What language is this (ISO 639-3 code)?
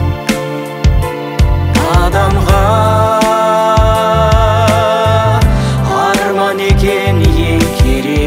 kaz